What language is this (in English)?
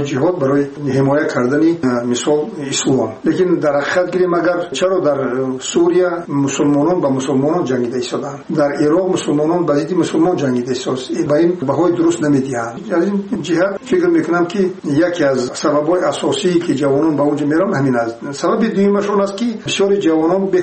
Tajik